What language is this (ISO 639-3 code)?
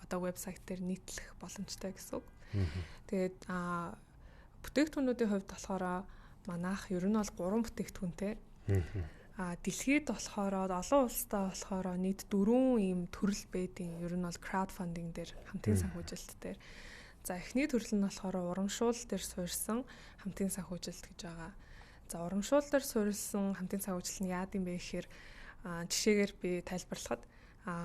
mon